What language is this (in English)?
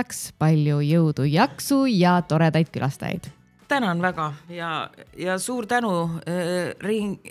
Estonian